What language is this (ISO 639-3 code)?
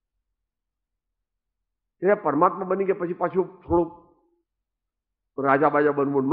guj